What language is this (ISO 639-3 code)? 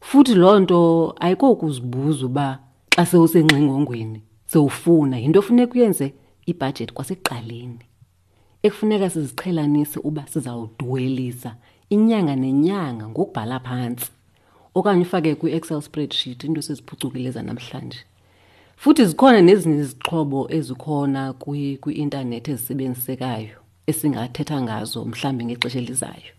xho